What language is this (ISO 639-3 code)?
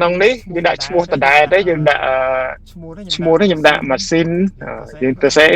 khm